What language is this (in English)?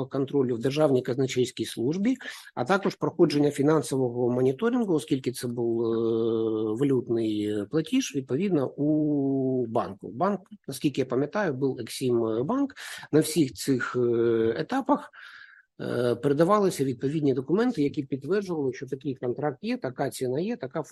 Ukrainian